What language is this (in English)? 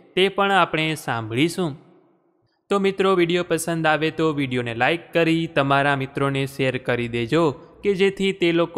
Gujarati